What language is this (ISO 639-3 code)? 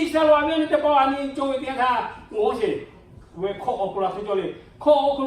lhu